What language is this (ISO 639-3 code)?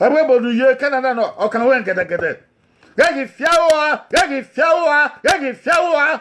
bin